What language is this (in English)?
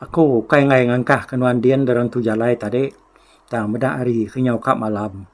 Iban